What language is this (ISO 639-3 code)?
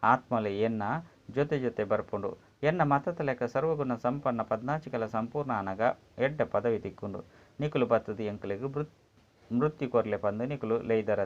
tcy